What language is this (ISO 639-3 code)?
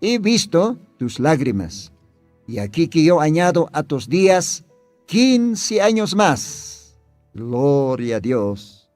aym